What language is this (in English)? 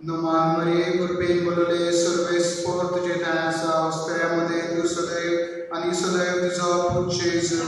Konkani